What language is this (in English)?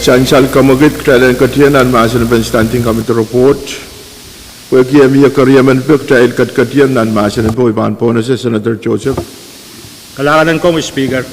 Pohnpeian